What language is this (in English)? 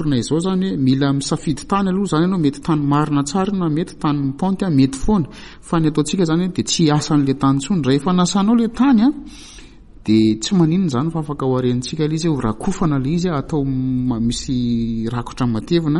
Malagasy